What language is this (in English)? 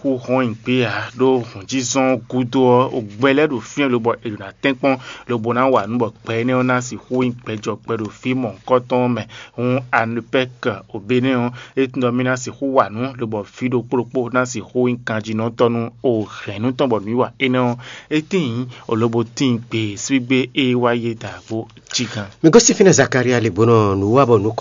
Fon